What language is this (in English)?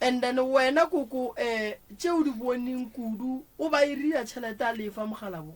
Northern Sotho